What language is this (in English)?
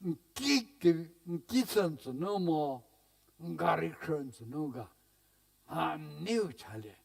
Angami Naga